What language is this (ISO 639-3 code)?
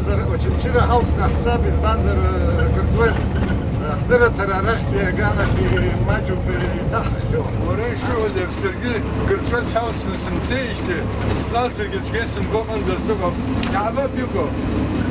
abk